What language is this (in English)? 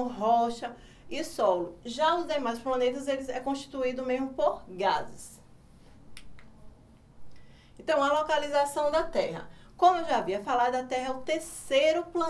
Portuguese